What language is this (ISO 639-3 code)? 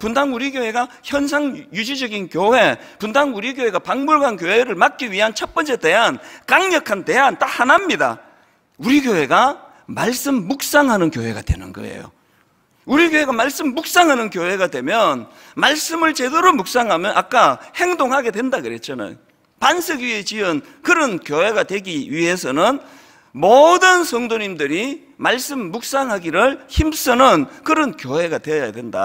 kor